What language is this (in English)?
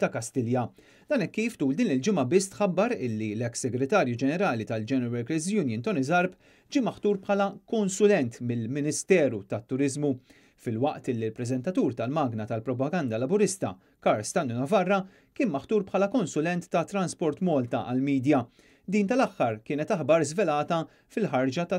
Maltese